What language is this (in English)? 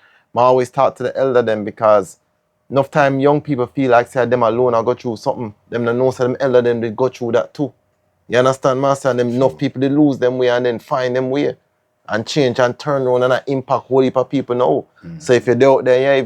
Jamaican Creole English